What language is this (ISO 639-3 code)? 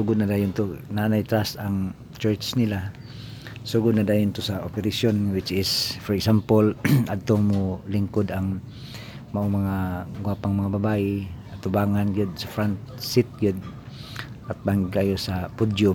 ceb